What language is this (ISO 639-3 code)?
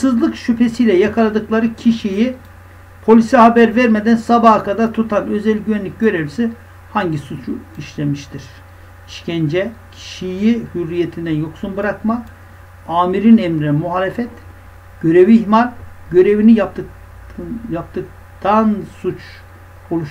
tur